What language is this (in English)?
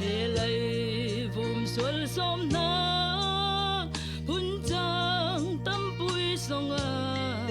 Falam Chin